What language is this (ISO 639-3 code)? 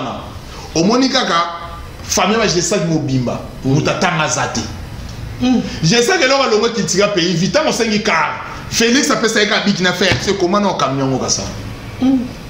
lin